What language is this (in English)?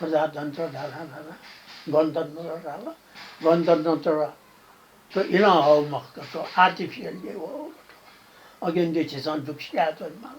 Newari